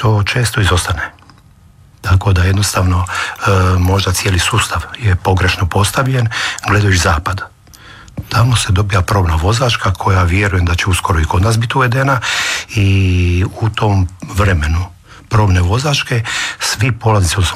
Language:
Croatian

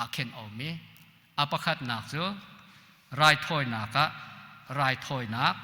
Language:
Hakha Chin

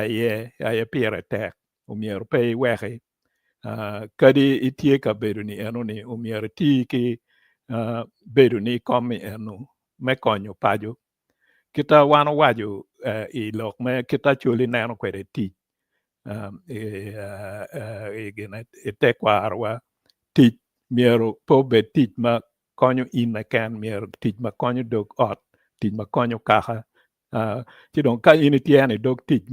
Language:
Acoli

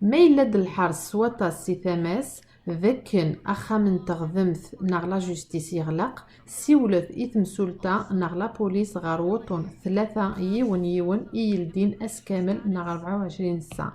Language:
Kabyle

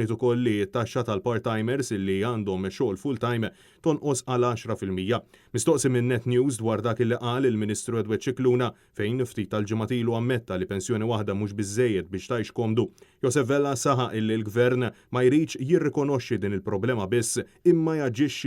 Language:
Maltese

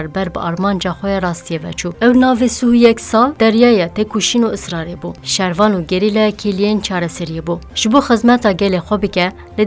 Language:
Kurdish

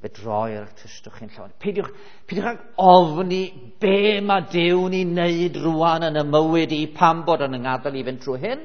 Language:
Welsh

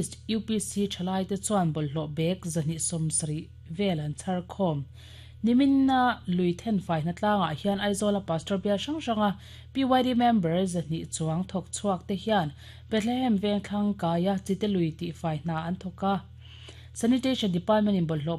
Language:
Mizo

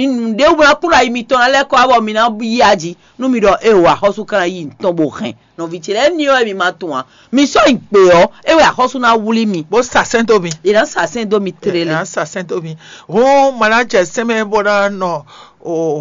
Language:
Fon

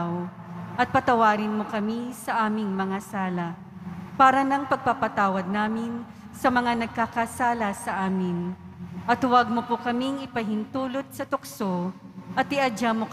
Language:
Filipino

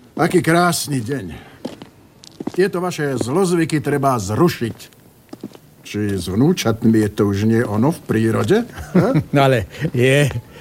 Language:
Slovak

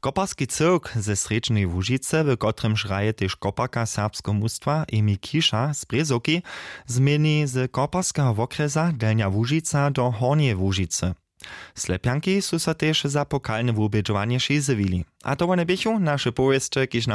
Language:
Upper Sorbian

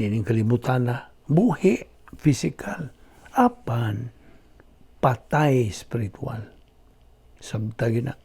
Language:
Cebuano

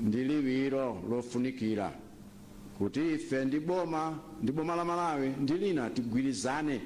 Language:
Nyanja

